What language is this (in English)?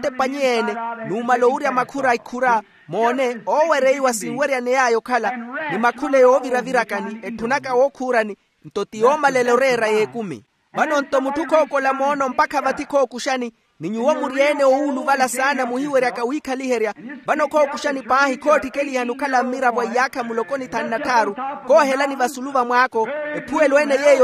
Makhuwa